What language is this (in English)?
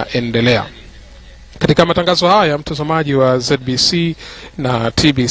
Swahili